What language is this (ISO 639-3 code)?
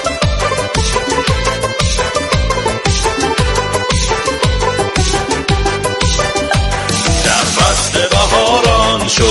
fas